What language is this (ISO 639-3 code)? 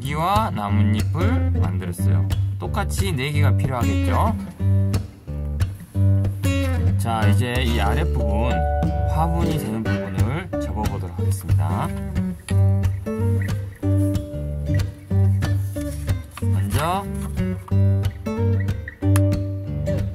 kor